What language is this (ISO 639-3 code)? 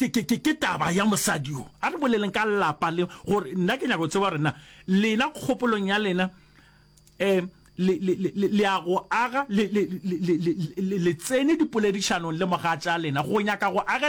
nso